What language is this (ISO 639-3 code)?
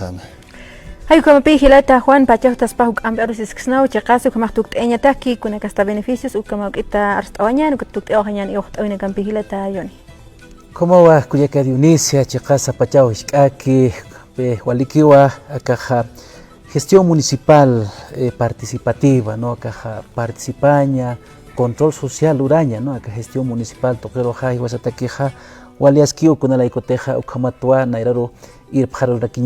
aym